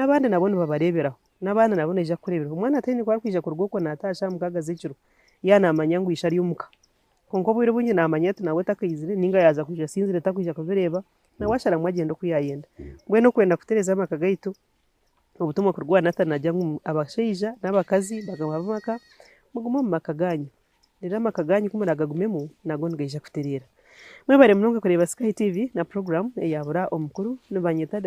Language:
Nyankole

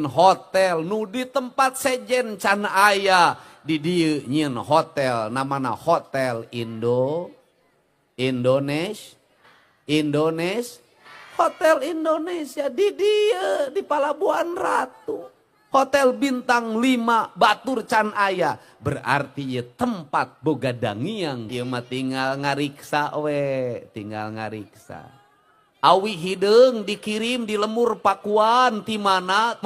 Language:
Sundanese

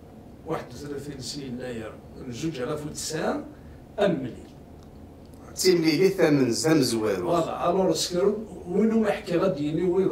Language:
Kabyle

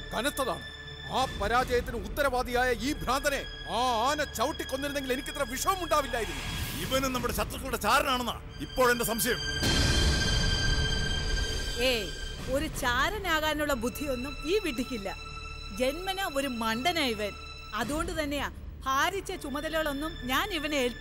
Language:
Malayalam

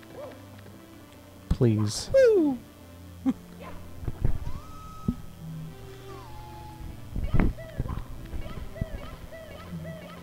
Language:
English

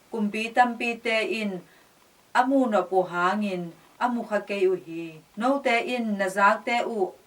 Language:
Tedim Chin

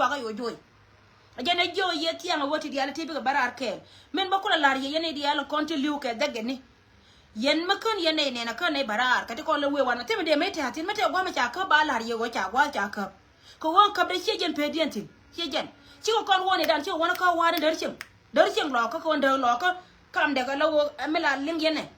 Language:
Nuer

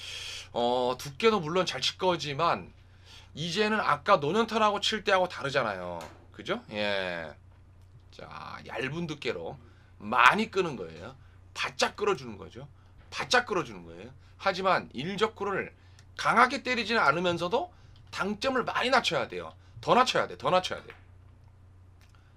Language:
Korean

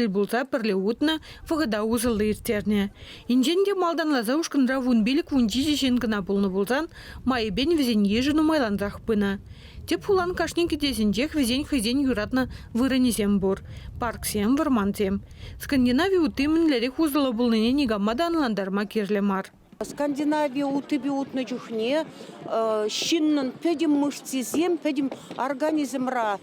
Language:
Chuvash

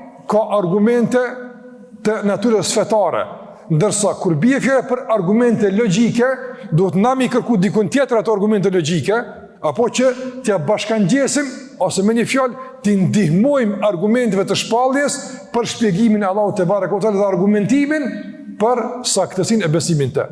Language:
Albanian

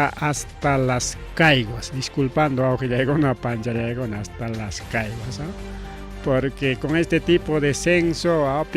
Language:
Ayacucho Quechua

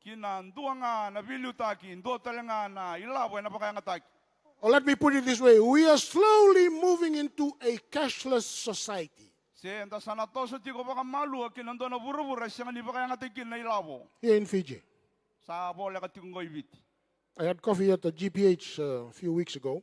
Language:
Fijian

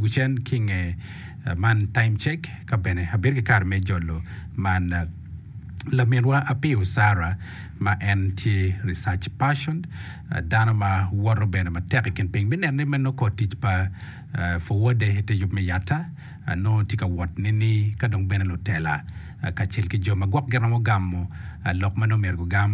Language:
Acoli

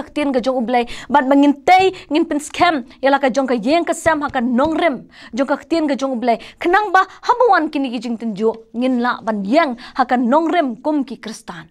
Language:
Khasi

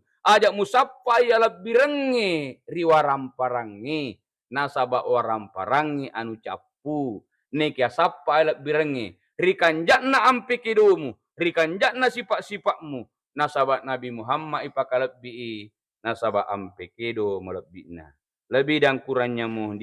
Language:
Buginese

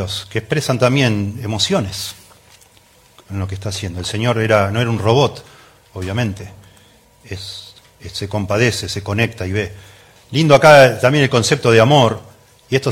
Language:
Spanish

